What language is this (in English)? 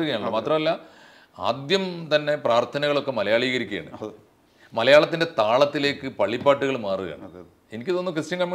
Malayalam